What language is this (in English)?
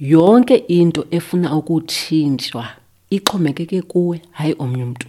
Xhosa